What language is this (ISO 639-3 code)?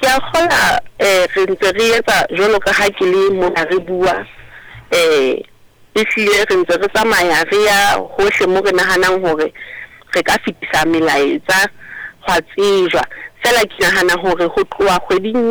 sot